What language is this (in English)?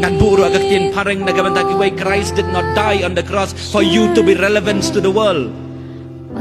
Khasi